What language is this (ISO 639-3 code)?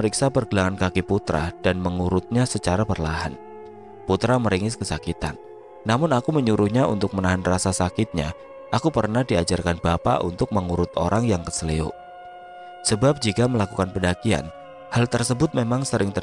ind